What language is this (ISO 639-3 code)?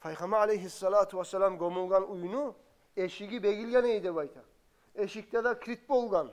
kum